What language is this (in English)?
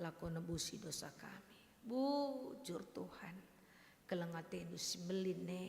Batak Karo